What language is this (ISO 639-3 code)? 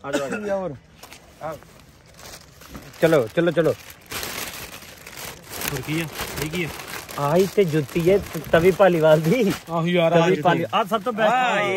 pan